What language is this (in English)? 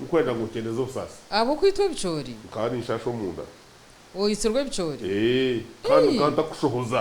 Nyankole